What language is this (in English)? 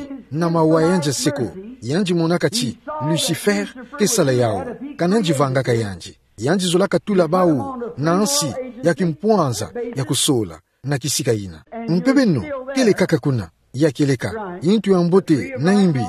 Kituba (Democratic Republic of Congo)